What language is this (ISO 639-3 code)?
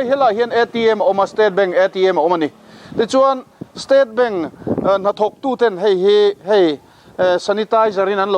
lus